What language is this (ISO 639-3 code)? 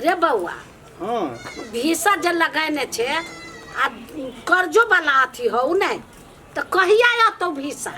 mai